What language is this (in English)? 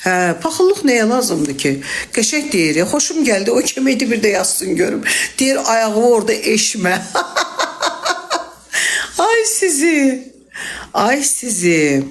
Azerbaijani